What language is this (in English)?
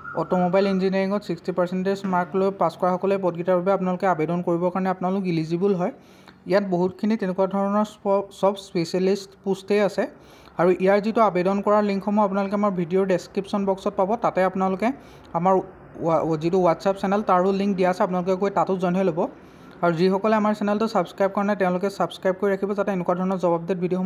Assamese